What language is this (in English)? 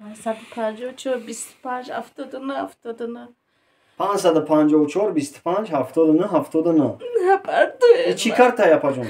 Tajik